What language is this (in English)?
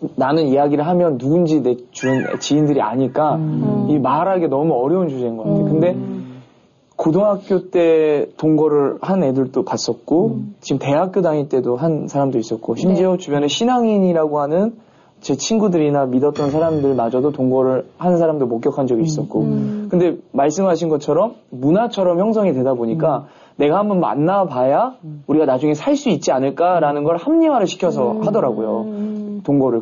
Korean